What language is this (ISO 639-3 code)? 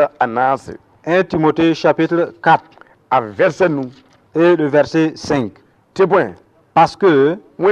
mos